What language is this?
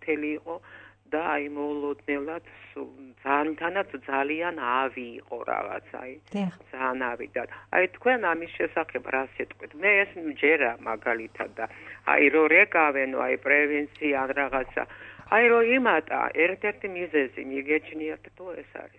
Georgian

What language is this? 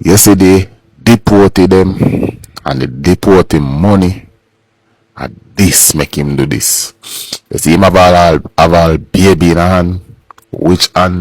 Jamaican Creole English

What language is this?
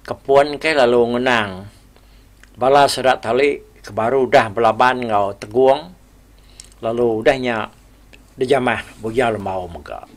Iban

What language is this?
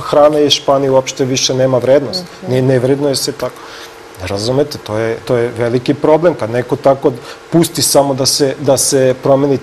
Serbian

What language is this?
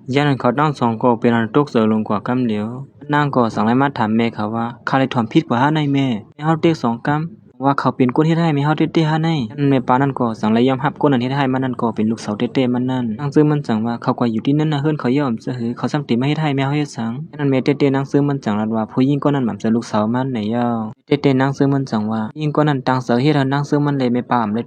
Lao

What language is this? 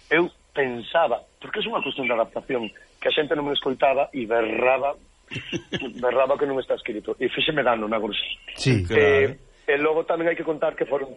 Galician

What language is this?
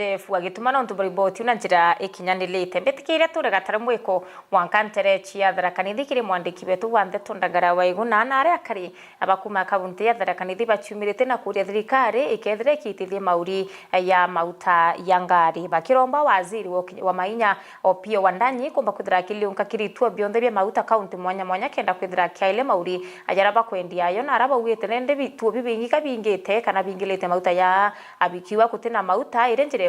Meru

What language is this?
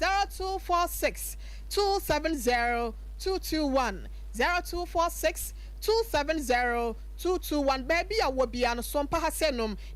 Akan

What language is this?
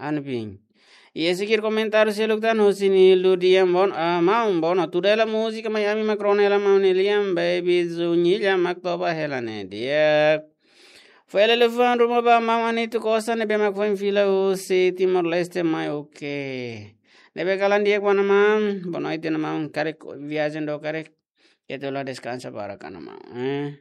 Tetum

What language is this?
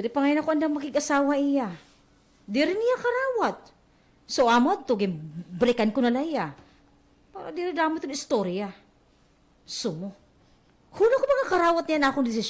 Waray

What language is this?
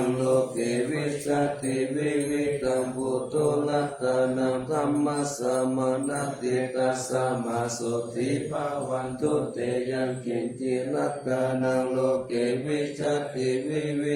Pali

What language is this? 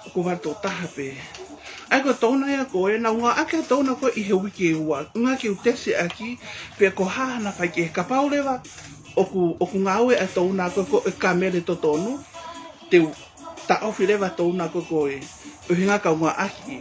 Tongan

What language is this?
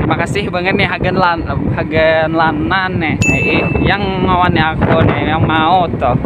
Banjar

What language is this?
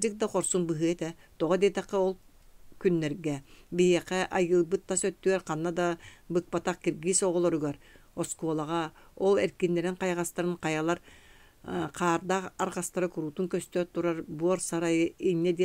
Yakut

